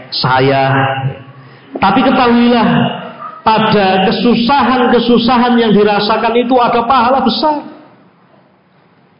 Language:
Indonesian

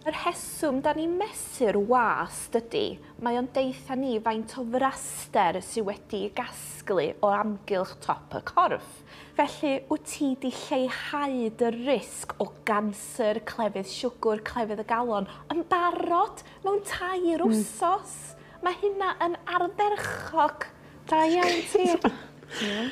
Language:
Welsh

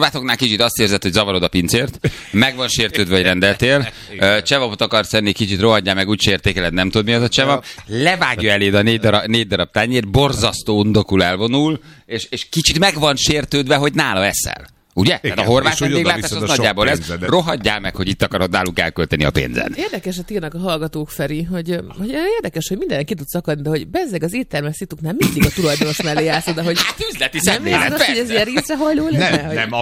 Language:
Hungarian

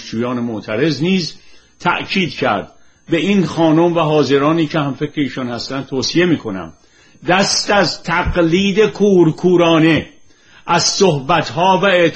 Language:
Persian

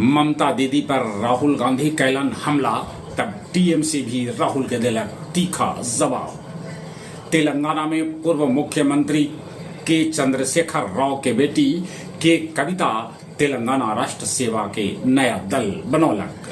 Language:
Magahi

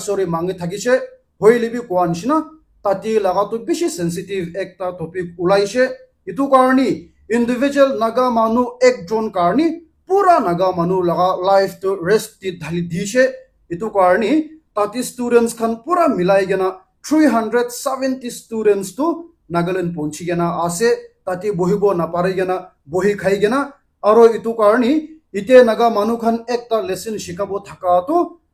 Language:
Naga Pidgin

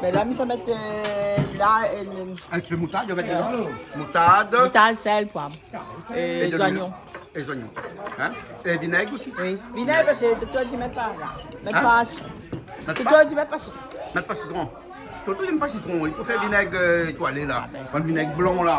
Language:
Réunion Creole French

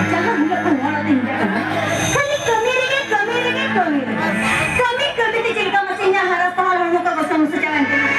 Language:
Santali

